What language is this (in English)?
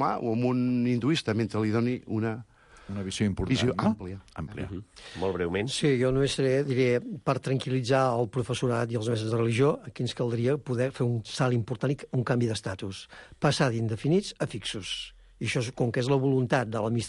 Catalan